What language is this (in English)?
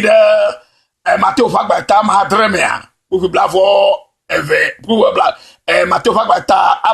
Ewe